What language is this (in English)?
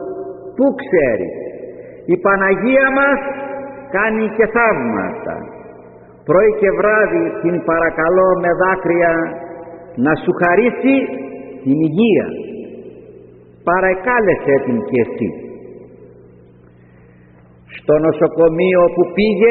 Greek